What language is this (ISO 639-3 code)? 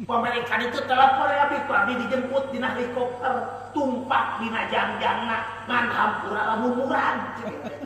sun